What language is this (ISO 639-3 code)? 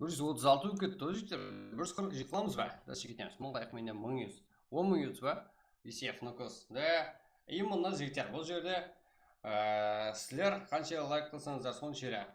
kaa